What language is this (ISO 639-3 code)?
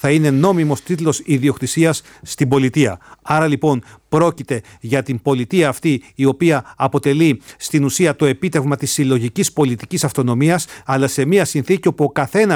ell